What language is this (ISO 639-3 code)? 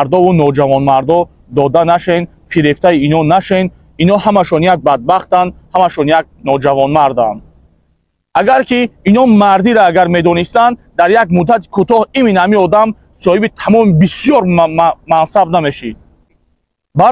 tgk